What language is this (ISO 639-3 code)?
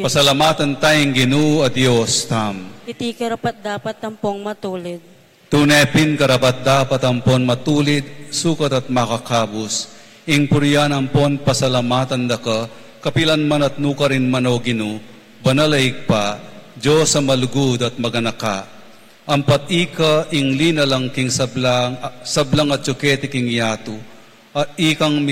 pam